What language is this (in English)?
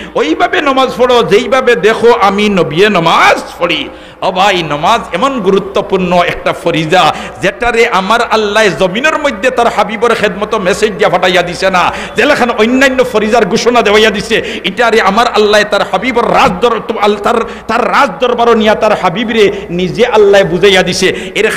Sylheti